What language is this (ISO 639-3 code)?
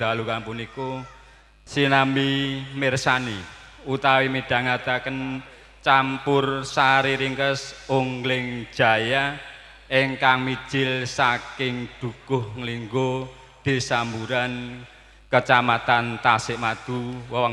jav